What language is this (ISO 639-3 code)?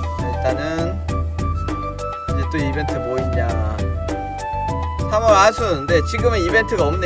kor